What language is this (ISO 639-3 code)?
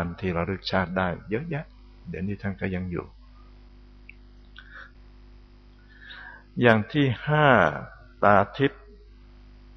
tha